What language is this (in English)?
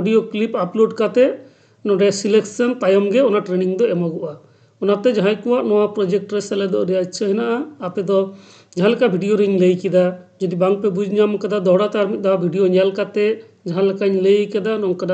Santali